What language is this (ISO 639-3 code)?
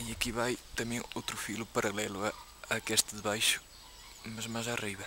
mwl